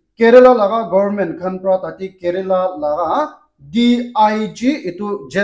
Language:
Naga Pidgin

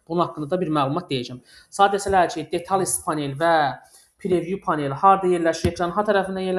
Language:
Azerbaijani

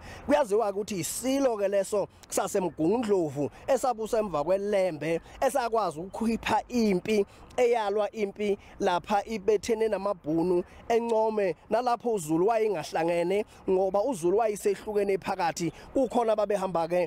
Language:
Zulu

